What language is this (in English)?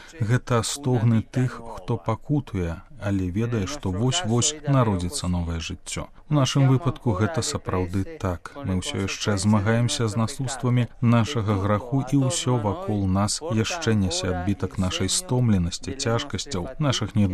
Belarusian